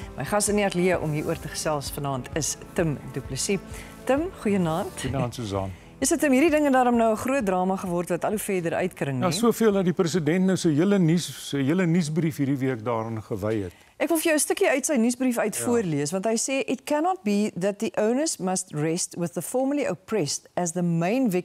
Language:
Afrikaans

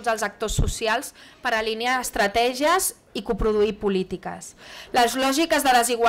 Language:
Catalan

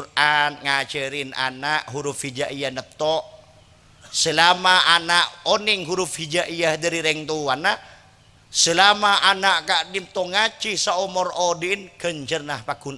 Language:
Madurese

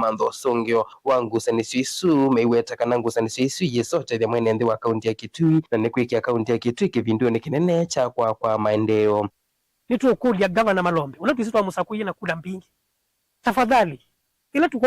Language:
Kamba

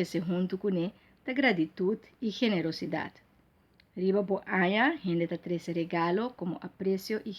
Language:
Papiamento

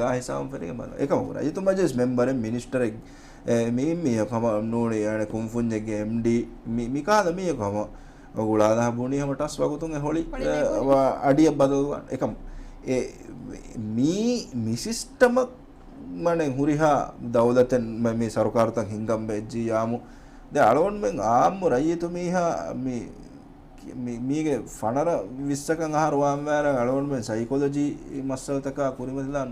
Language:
Divehi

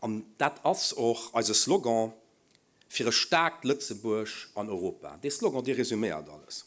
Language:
Luxembourgish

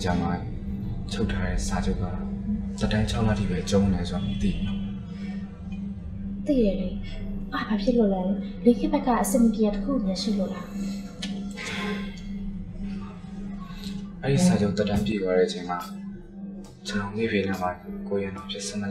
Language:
Burmese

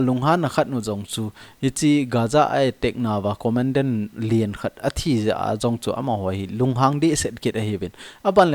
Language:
Thado Chin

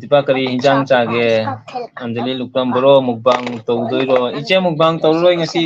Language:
Manipuri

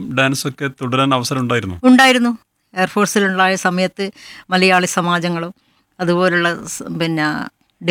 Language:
Malayalam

